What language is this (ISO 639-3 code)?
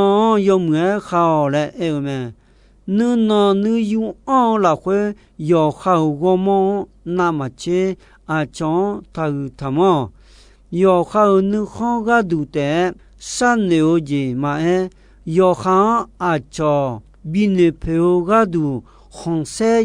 ahk